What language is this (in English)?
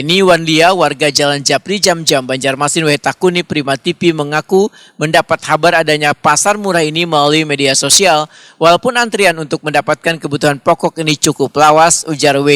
Banjar